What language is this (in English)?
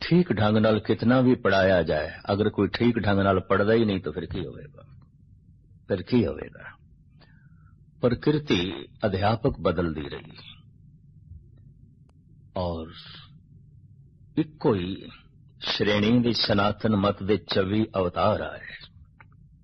Punjabi